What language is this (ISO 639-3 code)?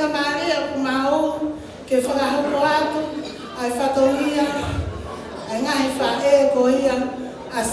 ton